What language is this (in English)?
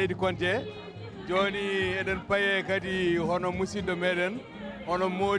Fula